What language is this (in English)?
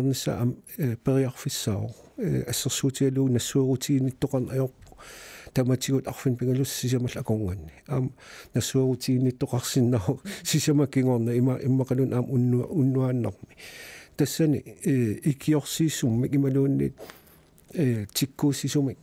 Kalaallisut